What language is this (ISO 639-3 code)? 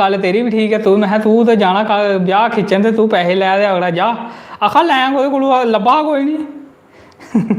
doi